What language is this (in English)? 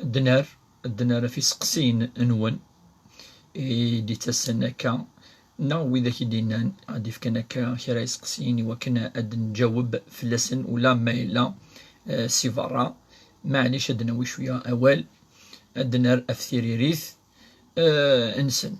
Kabyle